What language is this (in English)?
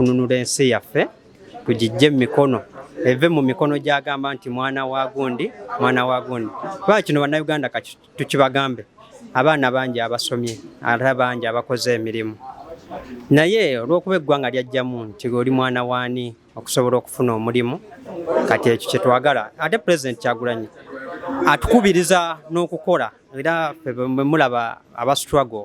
Ganda